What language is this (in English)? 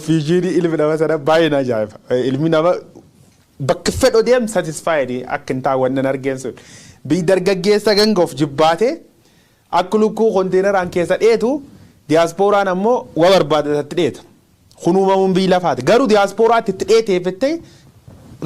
Oromo